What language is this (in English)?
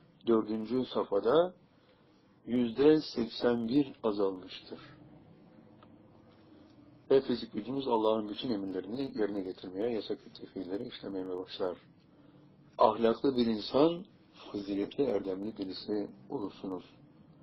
Turkish